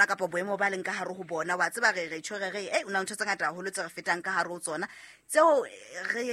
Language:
Southern Sotho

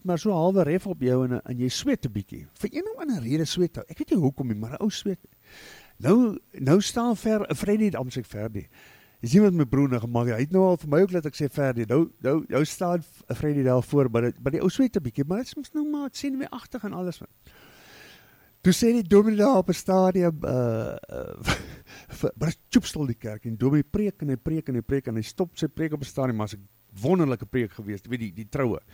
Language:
Afrikaans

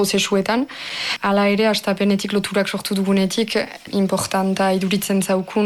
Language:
Basque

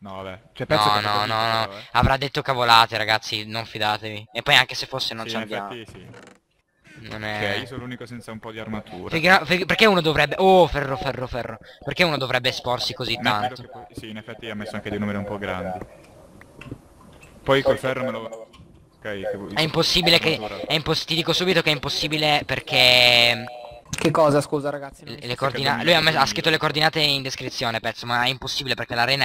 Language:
Italian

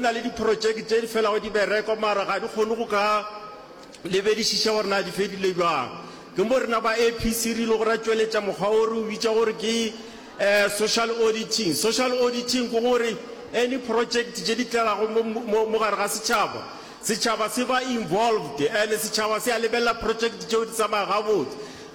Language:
Northern Sotho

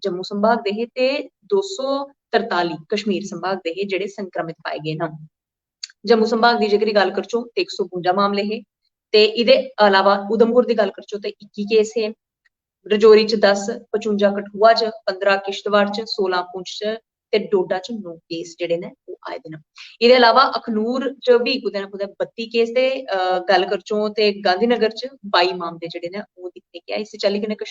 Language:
Dogri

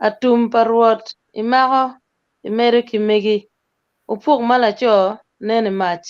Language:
Acoli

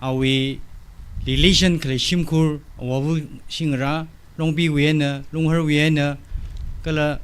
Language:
Tangkhul Naga (India)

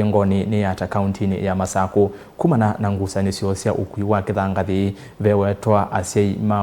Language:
Kamba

